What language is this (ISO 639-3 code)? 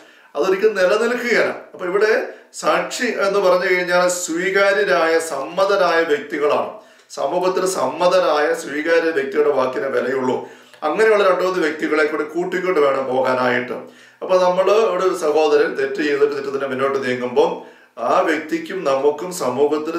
mal